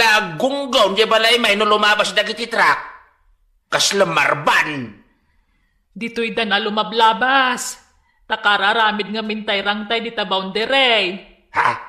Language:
Iloko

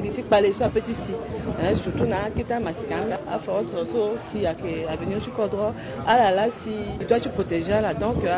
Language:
Sango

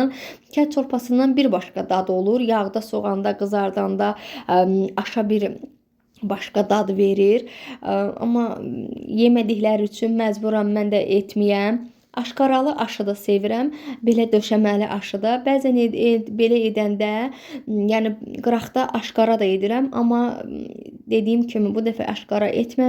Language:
Azerbaijani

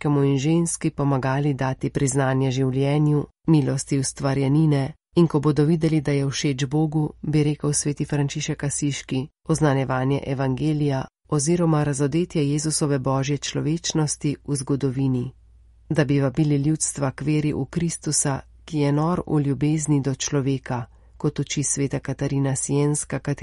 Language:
Slovenian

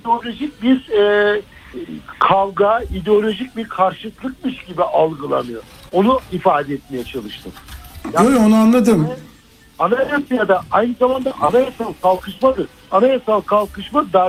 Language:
Turkish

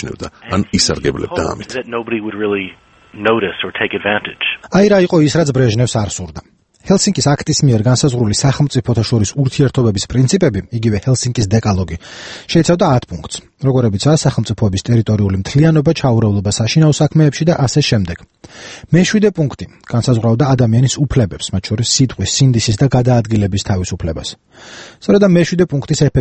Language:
Georgian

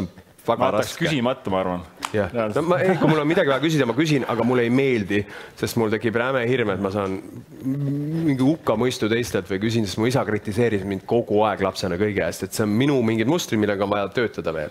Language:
Estonian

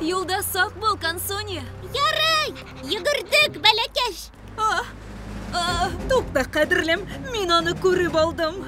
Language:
Tatar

